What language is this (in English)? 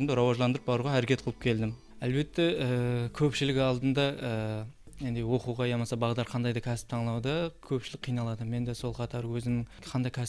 Kara-Kalpak